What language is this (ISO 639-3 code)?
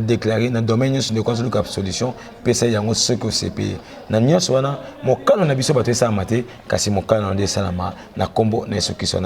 lin